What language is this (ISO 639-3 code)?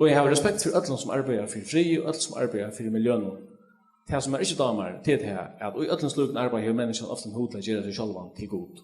fao